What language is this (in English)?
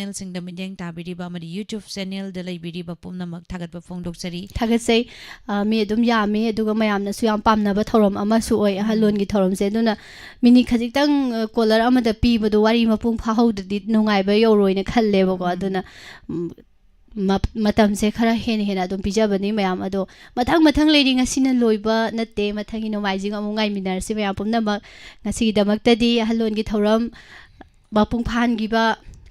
Manipuri